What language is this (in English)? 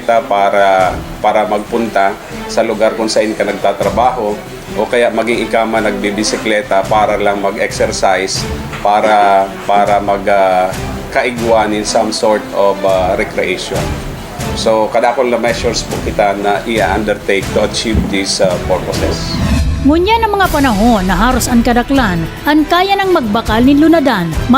Bikol